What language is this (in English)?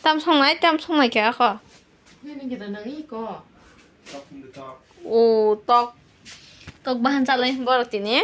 Kok Borok